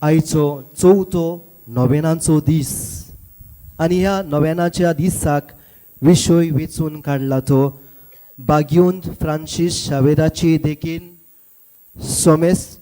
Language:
Konkani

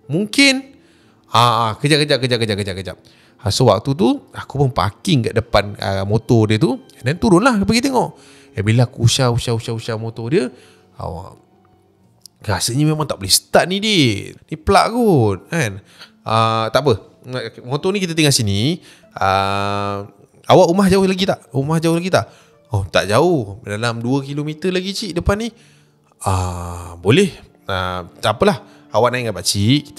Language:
Malay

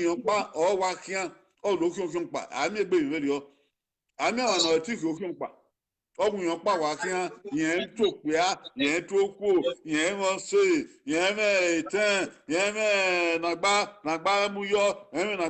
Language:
Bini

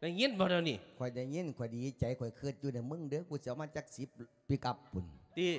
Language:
Lao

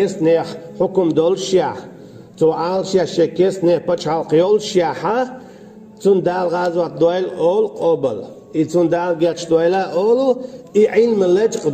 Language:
Chechen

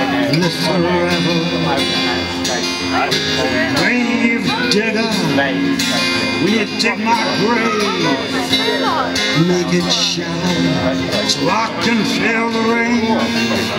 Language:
English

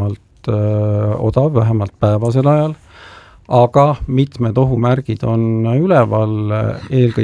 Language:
Estonian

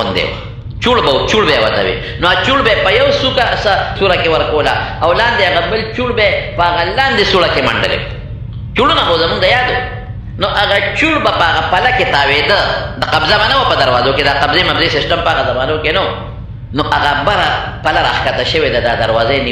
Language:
Pashto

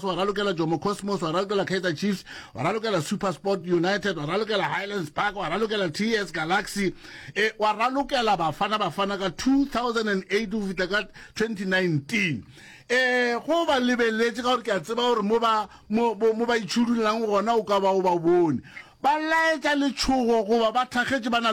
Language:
Northern Sotho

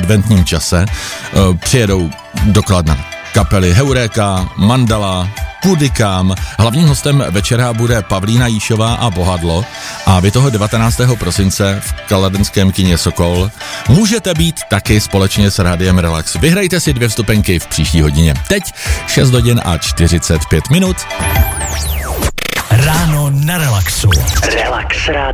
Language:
Czech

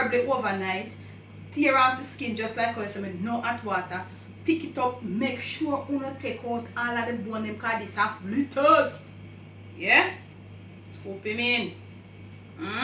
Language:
Jamaican Creole English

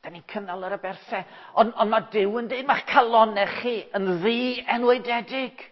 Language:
Welsh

